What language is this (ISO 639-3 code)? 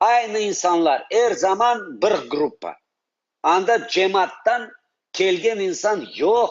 crh